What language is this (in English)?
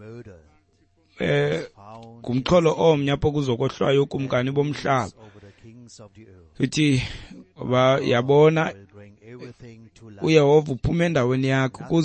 Xhosa